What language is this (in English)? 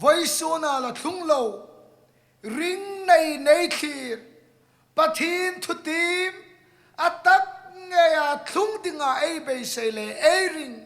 Hmar